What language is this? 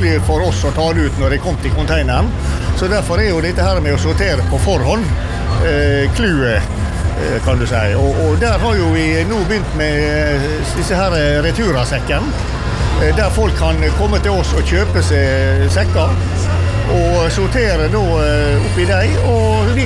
Norwegian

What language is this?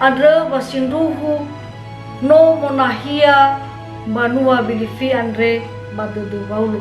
Nias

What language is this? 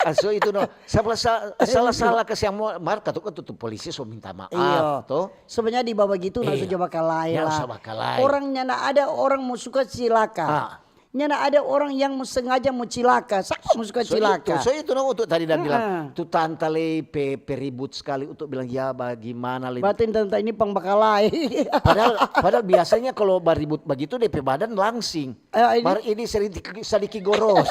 Manado Malay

